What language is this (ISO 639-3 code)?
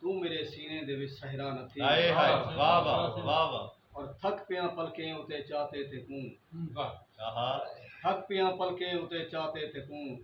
skr